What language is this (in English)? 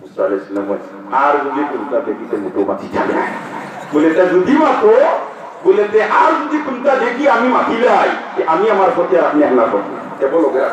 Sylheti